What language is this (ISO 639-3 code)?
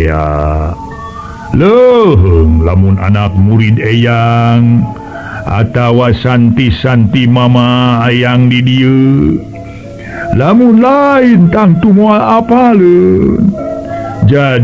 sun